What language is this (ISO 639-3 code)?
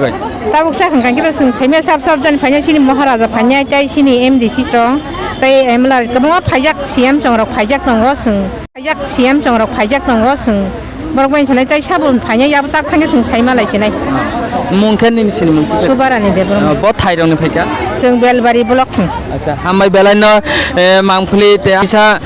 trp